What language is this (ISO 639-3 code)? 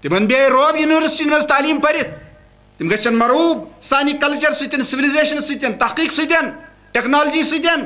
kas